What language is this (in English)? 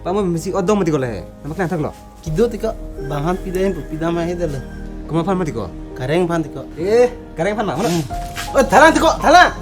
Karbi